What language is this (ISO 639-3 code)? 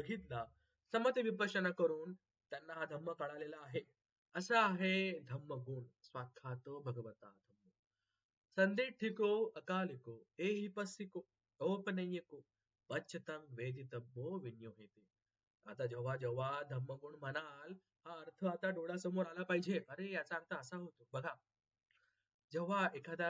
mar